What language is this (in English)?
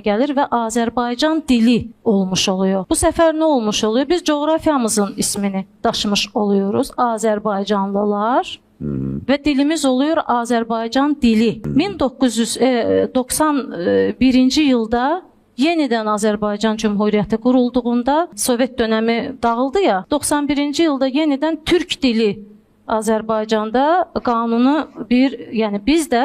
Azerbaijani